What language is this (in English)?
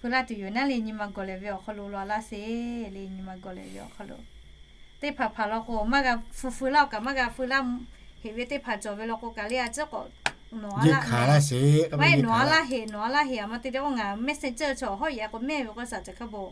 Lahu